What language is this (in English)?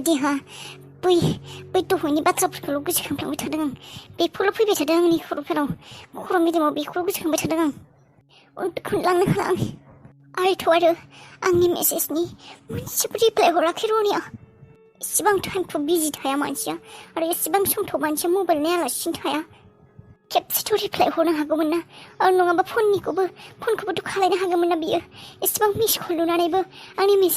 Bodo